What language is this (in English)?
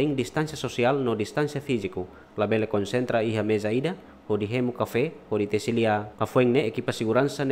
Tetum